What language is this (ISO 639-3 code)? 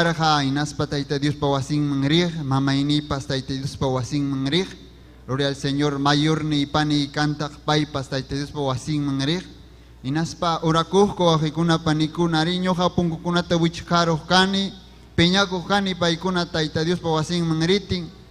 quy